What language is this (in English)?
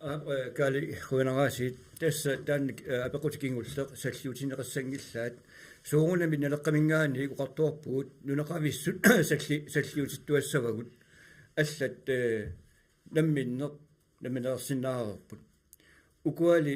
Kalaallisut